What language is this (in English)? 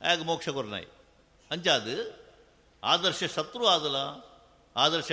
Tulu